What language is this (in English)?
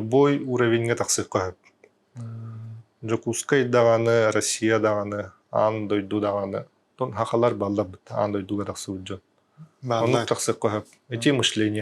Yakut